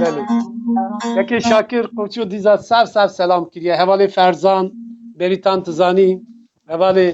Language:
Kurdish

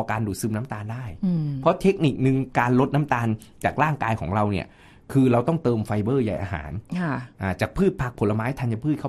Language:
Thai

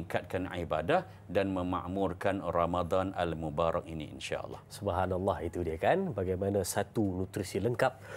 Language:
Malay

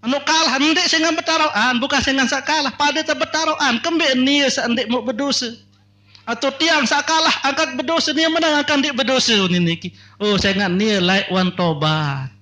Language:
Sasak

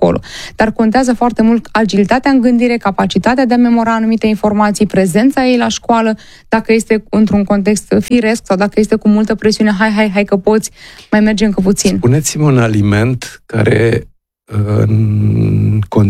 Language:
Romanian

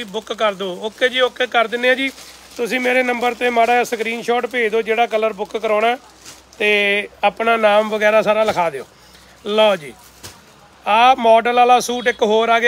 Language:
Punjabi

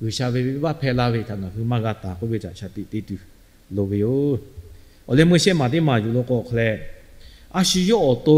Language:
Lahu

